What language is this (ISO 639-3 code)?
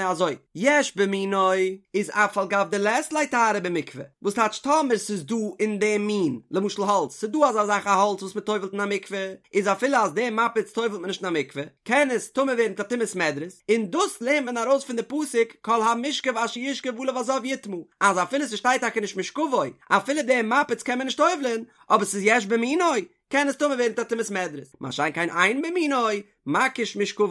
yid